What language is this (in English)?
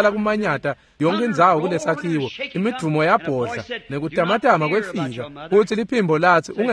Swati